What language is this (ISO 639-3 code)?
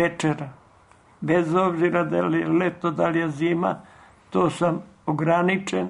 srp